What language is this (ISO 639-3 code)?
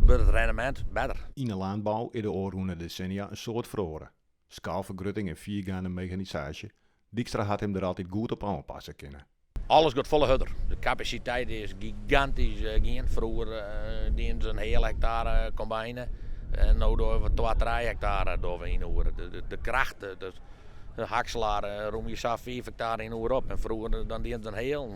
fry